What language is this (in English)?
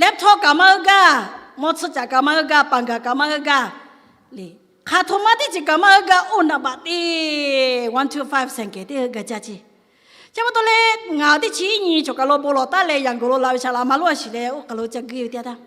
Lahu